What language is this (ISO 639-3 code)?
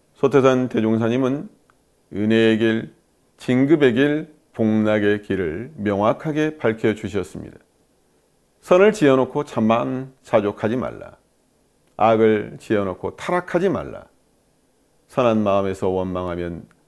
kor